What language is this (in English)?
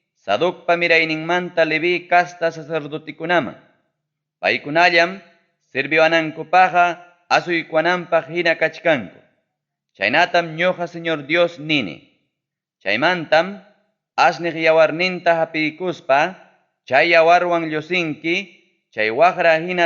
Ayacucho Quechua